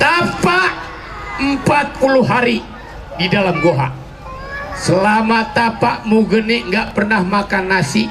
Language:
Betawi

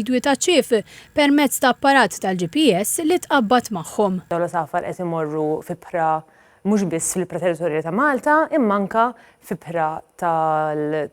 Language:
Maltese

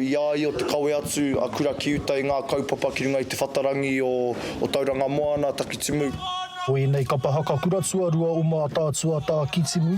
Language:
Māori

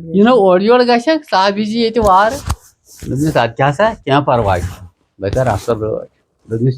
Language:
Kashmiri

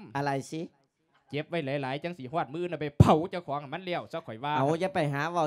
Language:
Lao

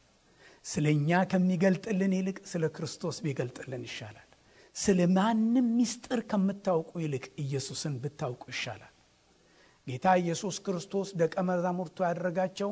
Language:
Amharic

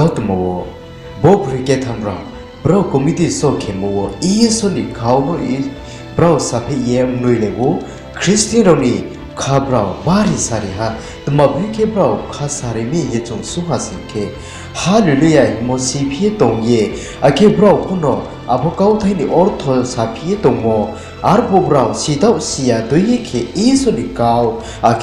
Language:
Riang (India)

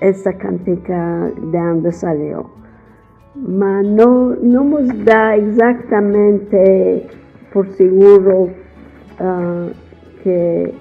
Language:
Ladino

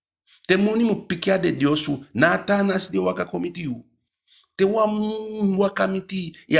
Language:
Eastern Maroon Creole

